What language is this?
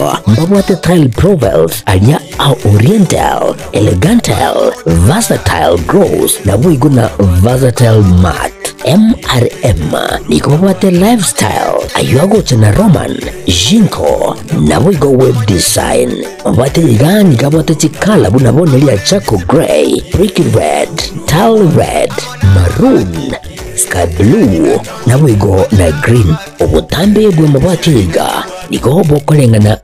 Gusii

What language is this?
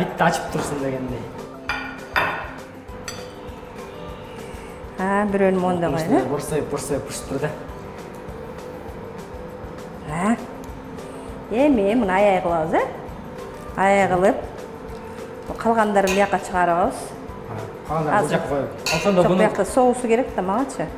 Kyrgyz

